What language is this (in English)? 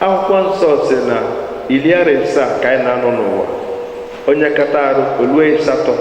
Igbo